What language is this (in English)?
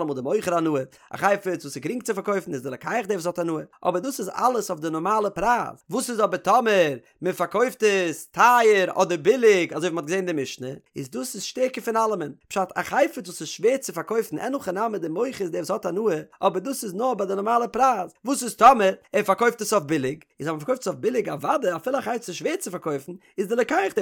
Yiddish